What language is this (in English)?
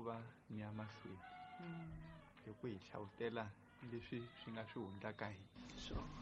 Tsonga